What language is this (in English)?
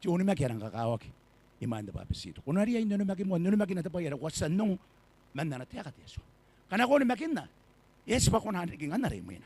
Gilbertese